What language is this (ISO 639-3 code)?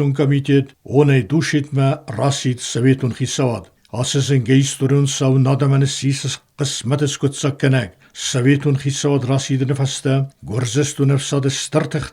oss